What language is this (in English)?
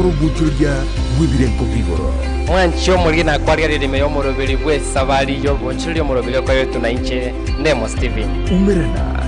Gusii